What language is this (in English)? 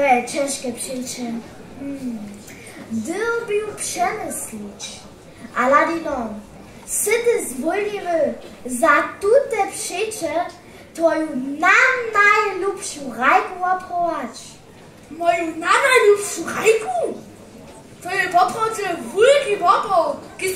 Upper Sorbian